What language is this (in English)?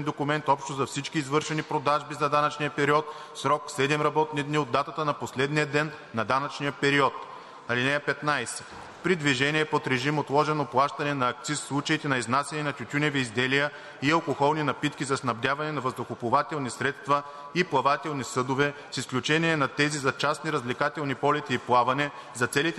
Bulgarian